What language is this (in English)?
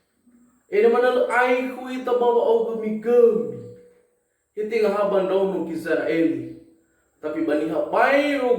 Nias